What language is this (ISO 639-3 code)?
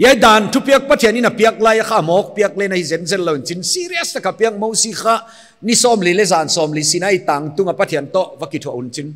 pck